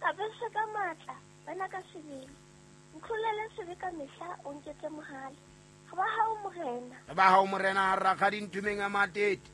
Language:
Southern Sotho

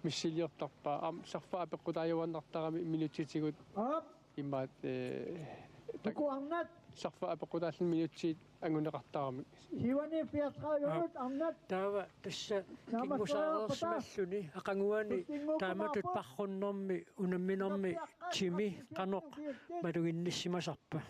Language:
Kalaallisut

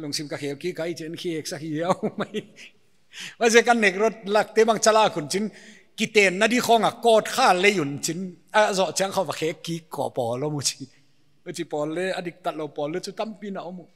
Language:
Paite Chin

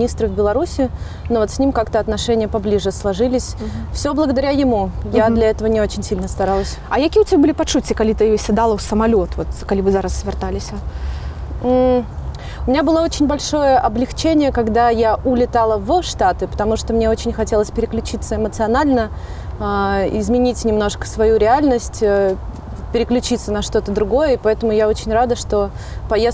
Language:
Russian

